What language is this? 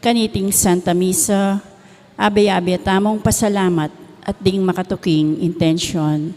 Pampanga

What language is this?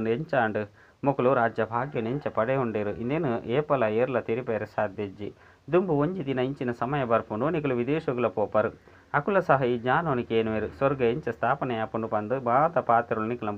Tulu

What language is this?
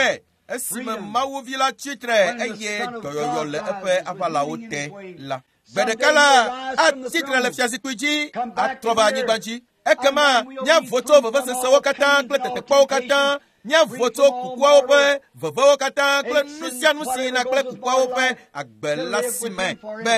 Ewe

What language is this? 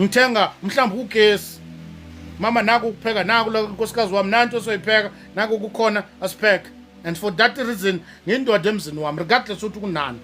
Zulu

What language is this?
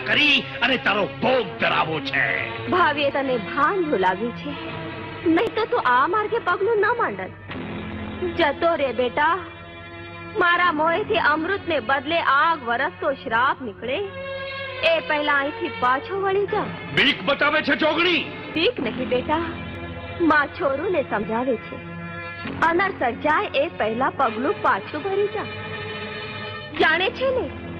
Gujarati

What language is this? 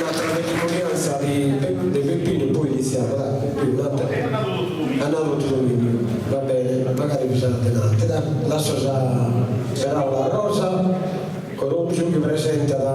Sardinian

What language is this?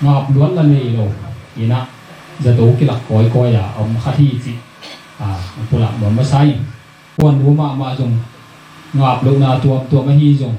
Tedim Chin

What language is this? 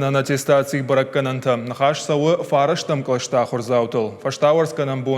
Ossetic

